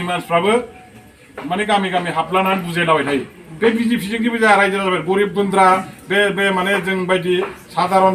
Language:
Bodo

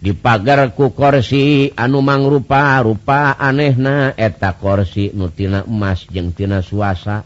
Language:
Sundanese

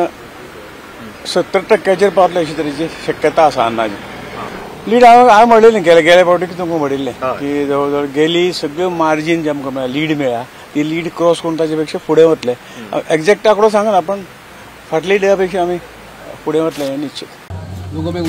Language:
Konkani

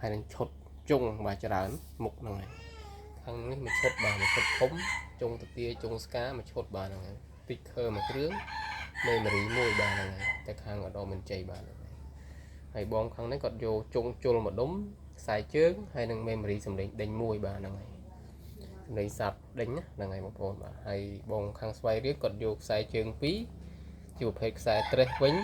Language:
Khmer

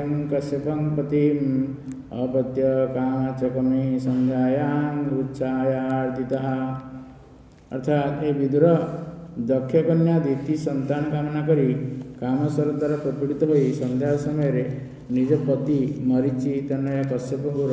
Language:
Odia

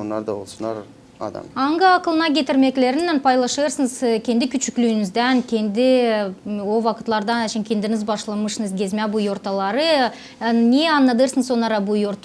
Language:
Gagauz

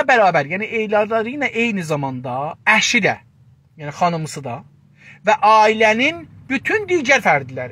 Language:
South Azerbaijani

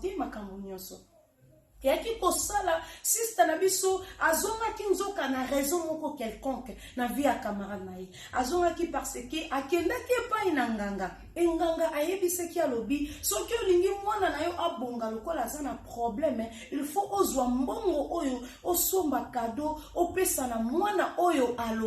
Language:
Lingala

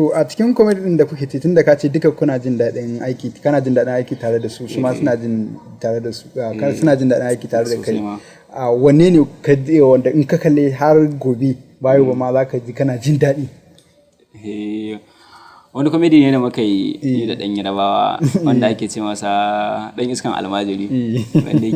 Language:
Hausa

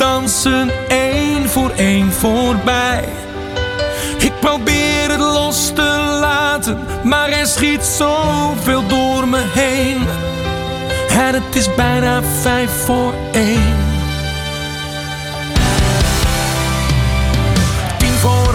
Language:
Dutch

